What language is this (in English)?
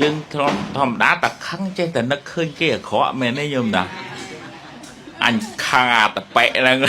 Khmer